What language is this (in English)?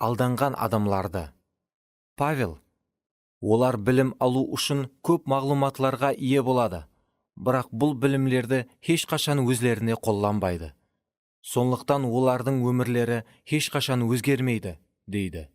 Kara-Kalpak